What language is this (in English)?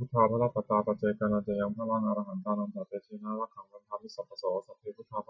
Pali